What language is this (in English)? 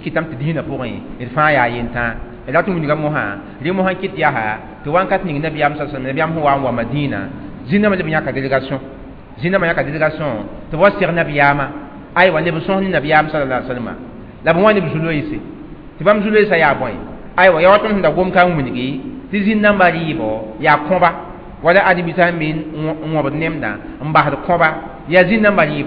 Mossi